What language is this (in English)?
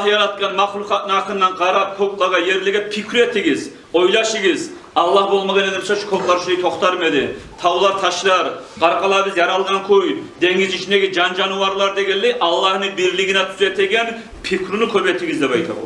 Kumyk